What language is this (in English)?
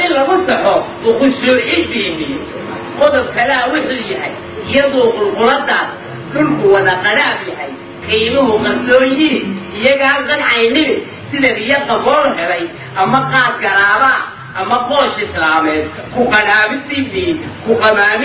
Somali